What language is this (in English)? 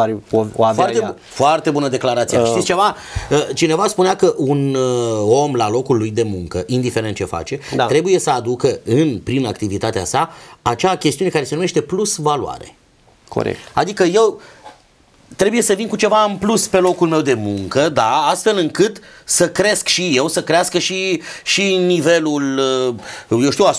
Romanian